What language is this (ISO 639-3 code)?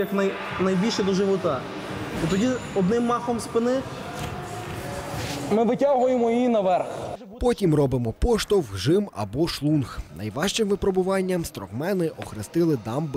ukr